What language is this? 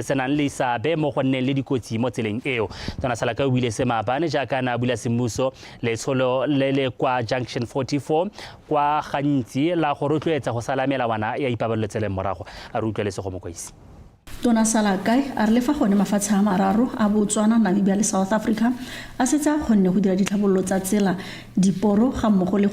Tswana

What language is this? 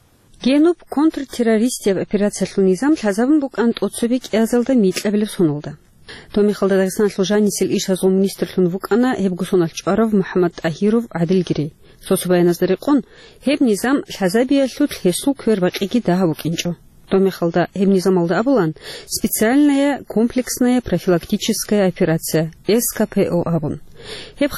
Avaric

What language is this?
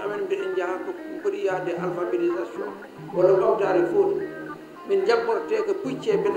Fula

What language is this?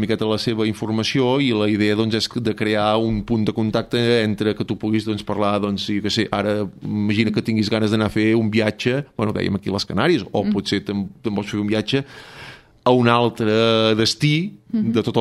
Catalan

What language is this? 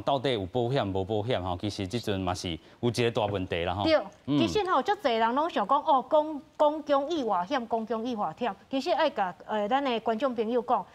Min Nan Chinese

